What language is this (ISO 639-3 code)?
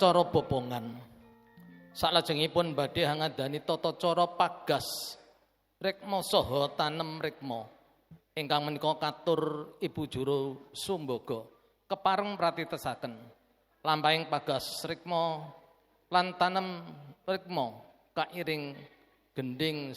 jav